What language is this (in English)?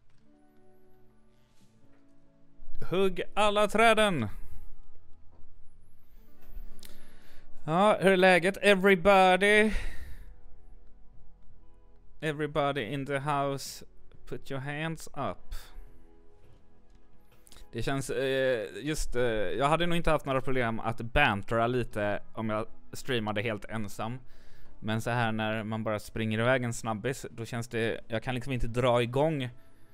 Swedish